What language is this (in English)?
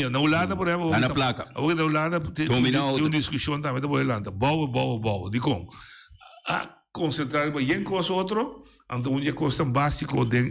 Papiamento